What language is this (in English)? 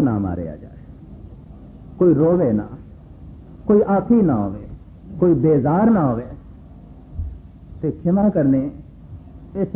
Punjabi